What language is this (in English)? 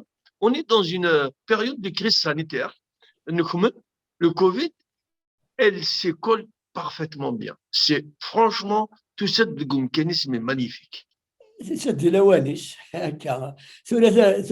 Kabyle